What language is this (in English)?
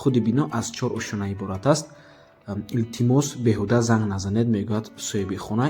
Tajik